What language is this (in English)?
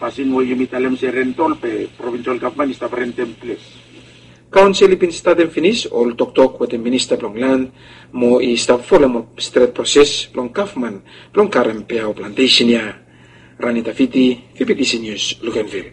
Bislama